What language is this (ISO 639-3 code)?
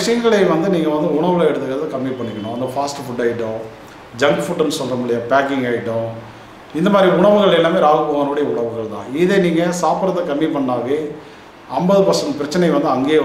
tam